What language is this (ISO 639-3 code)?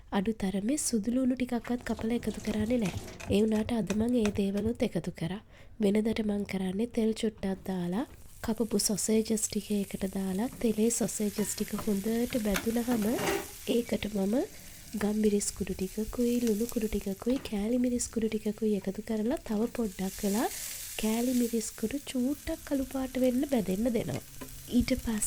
sin